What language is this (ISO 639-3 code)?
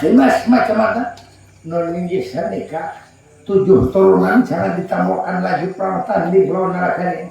bjn